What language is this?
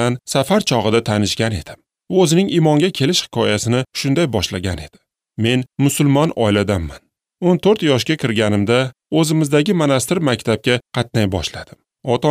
Uzbek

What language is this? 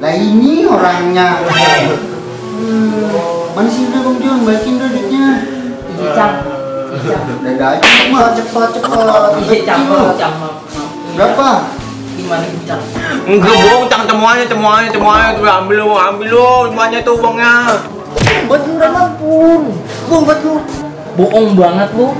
Betawi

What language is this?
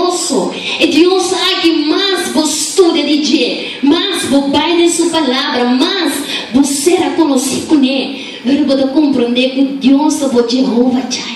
Papiamento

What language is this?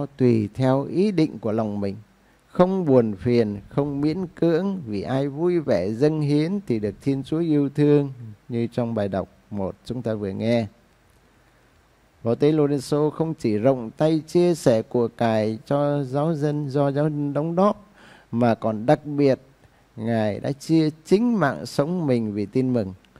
Vietnamese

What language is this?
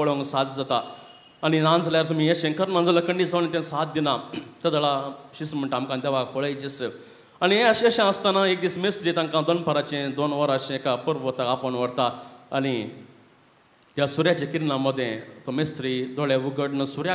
Konkani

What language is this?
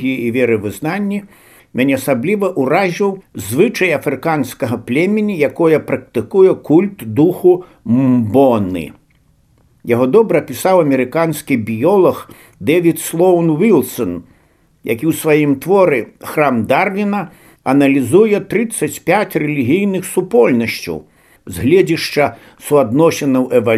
Belarusian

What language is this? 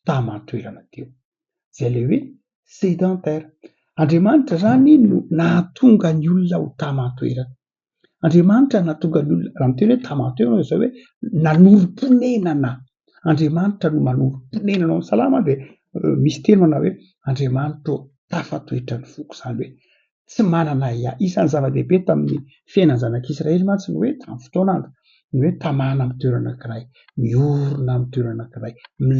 Malagasy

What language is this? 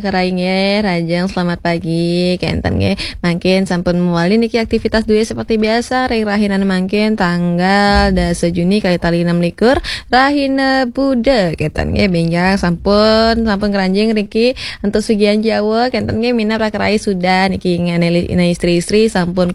Balinese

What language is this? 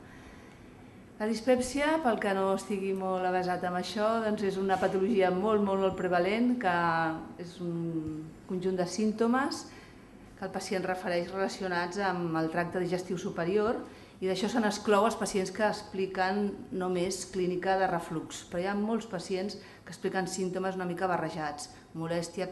Catalan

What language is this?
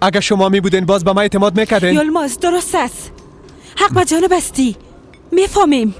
Persian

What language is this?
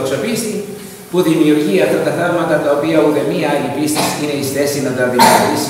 Greek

